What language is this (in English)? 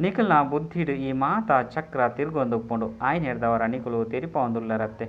Tulu